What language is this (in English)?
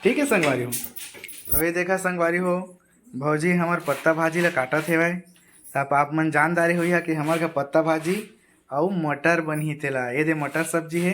Chhattisgarhi